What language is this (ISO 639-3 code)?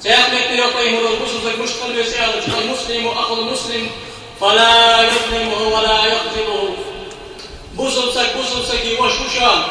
inh